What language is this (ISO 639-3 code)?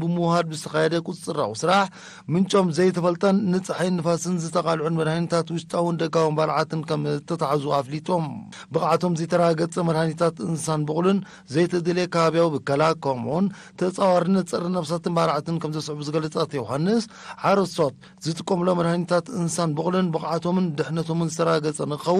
tir